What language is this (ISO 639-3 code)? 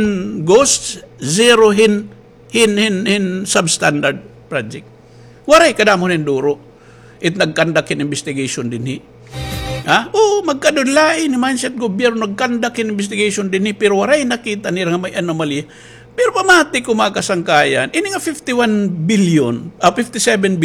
war